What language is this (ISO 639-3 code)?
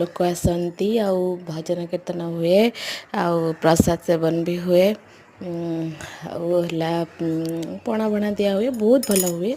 ori